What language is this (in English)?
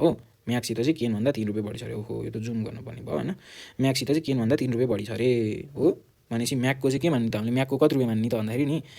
Nepali